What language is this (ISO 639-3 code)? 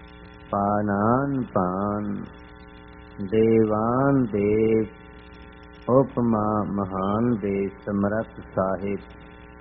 pan